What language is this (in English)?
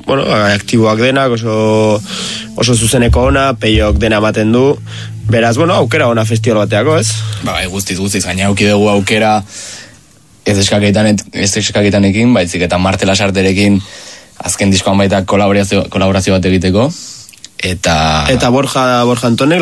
Basque